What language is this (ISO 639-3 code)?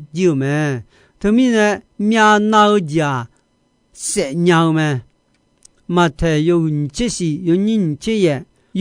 ahk